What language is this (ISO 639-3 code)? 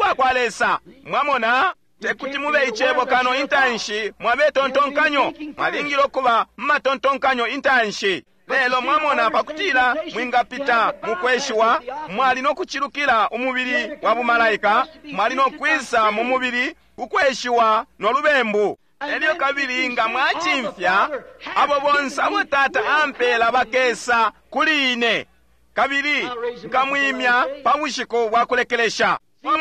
bem